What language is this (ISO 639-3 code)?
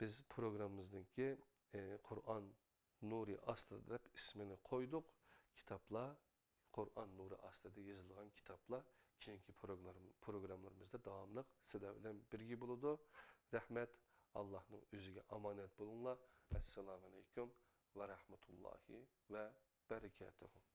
uig